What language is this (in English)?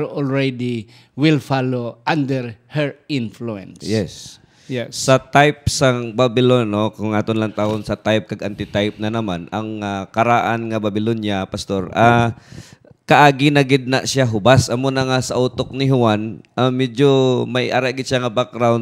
Hiligaynon